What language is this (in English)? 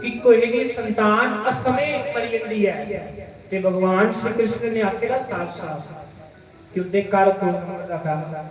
Dogri